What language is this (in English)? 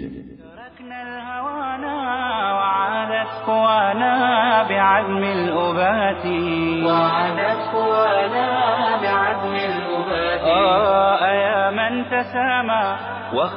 Bosnian